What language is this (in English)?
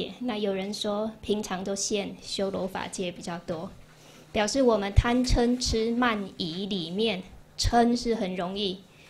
Chinese